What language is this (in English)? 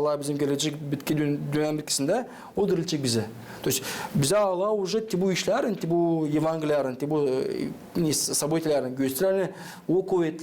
Gagauz